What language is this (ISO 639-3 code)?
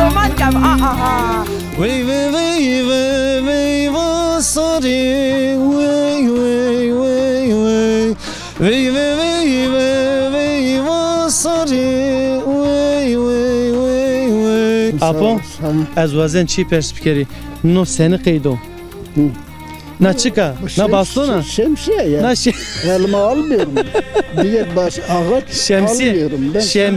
zza